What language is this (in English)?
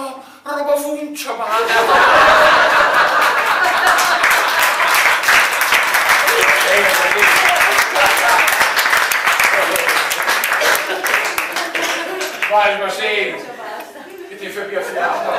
Italian